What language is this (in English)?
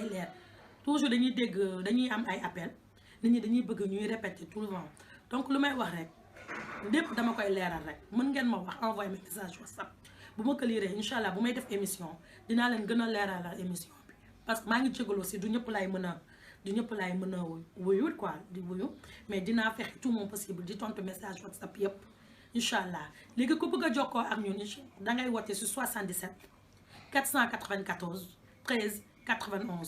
Wolof